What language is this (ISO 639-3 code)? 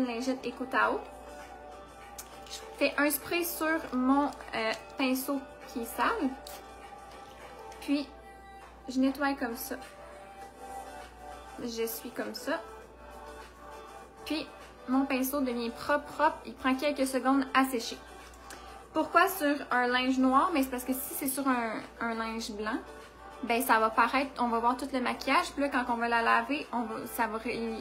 fra